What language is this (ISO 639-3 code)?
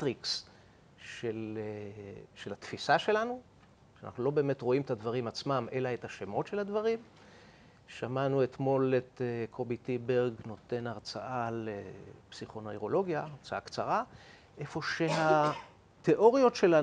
heb